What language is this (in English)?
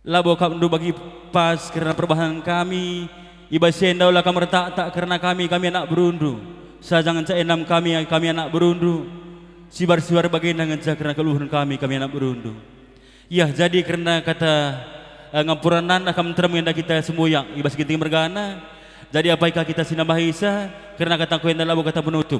Batak Karo